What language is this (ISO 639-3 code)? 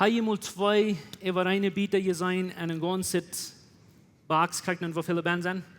pdt